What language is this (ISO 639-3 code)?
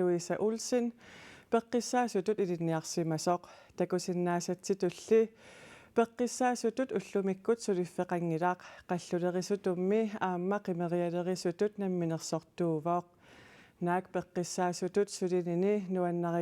kal